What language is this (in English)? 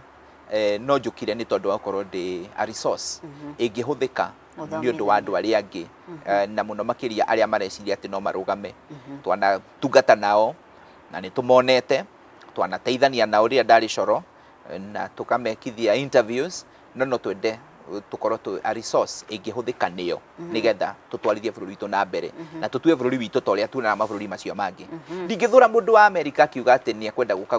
Kikuyu